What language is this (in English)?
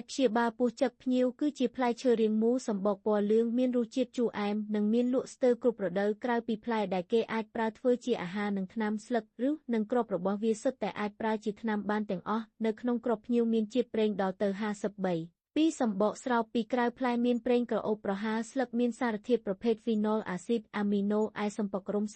Khmer